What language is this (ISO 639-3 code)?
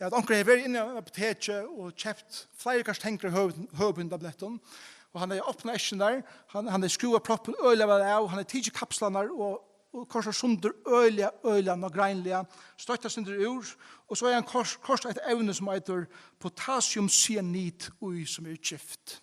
fao